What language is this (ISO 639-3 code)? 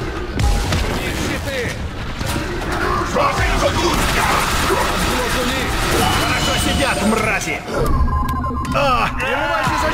rus